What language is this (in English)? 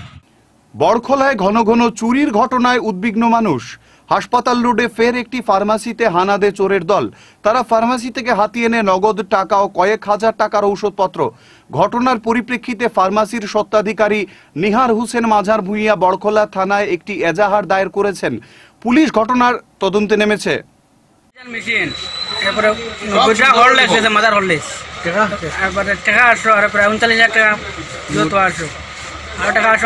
Bangla